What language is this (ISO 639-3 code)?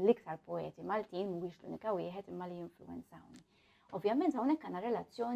mlt